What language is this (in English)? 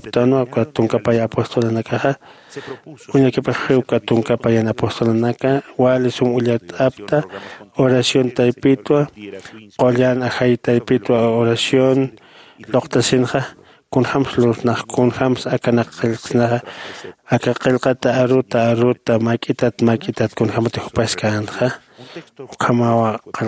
Aymara